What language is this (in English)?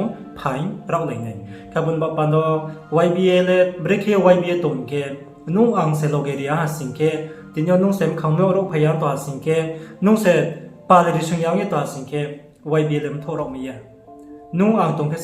Riang (India)